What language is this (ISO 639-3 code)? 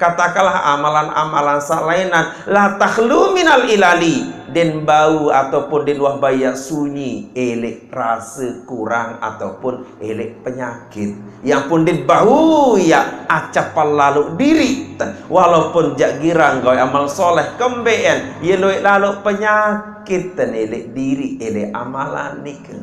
sas